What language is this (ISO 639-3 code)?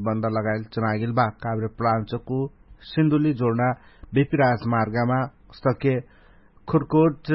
thl